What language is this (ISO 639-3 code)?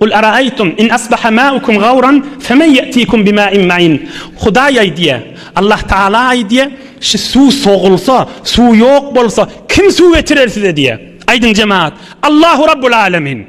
tuk